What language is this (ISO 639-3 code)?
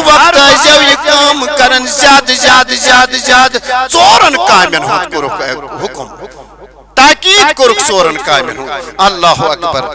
kas